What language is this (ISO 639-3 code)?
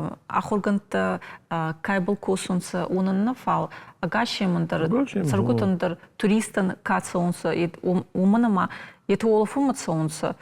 oss